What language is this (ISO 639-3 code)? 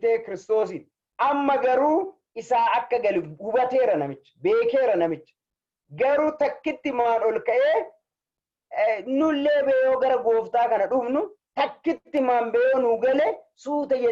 orm